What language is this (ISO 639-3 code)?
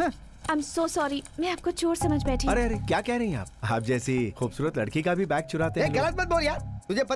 hin